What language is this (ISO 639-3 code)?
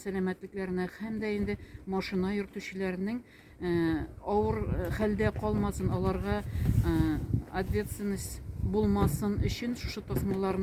tat